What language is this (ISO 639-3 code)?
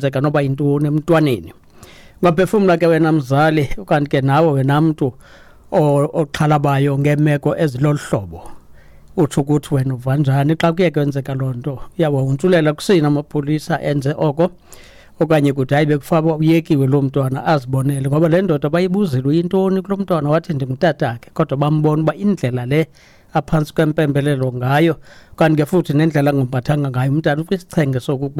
xho